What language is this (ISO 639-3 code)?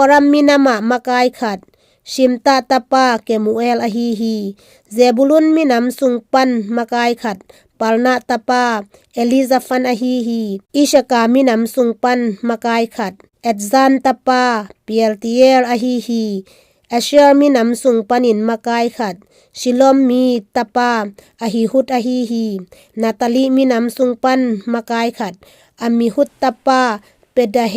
ctd